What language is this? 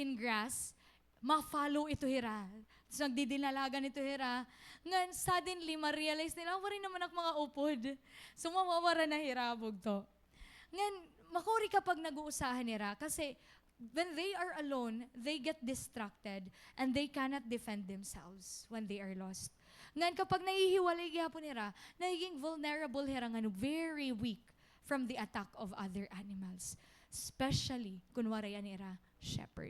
Waray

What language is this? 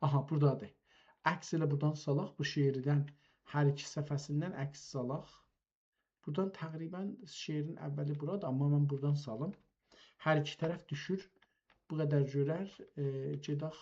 South Azerbaijani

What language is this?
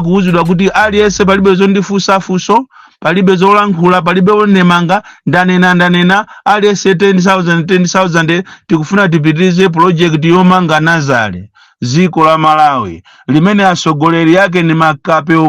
Nyanja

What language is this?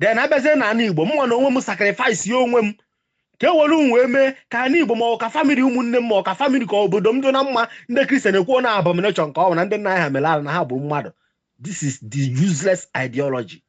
Igbo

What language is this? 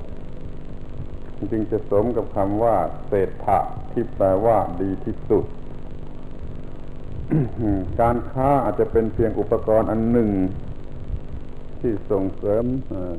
Thai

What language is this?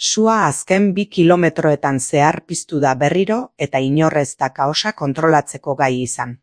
Basque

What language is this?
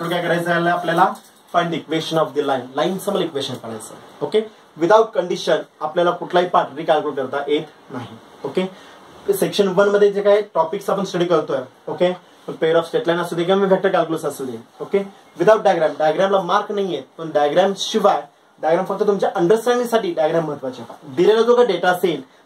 Marathi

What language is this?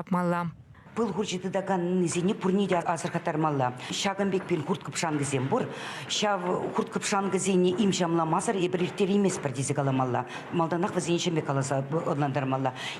Chuvash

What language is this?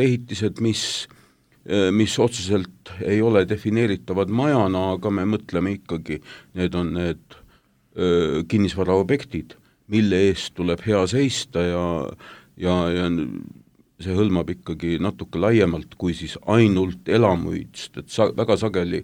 Estonian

